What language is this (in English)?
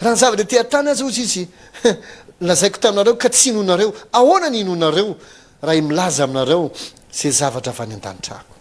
Malagasy